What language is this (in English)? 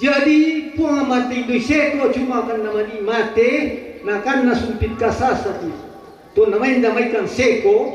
Toraja-Sa'dan